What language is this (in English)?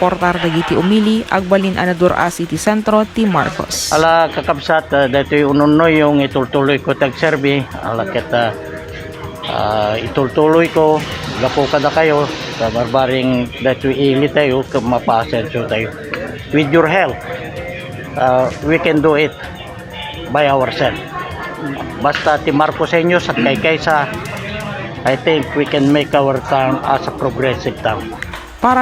Iloko